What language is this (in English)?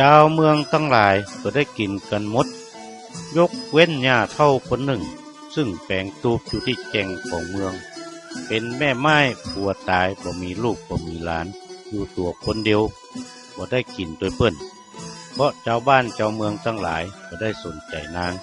Northern Thai